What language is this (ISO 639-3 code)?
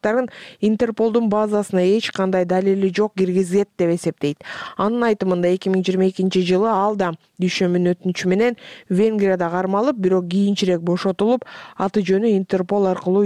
kir